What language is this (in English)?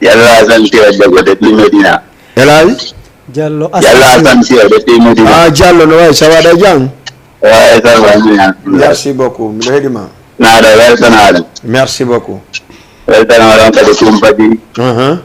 Fula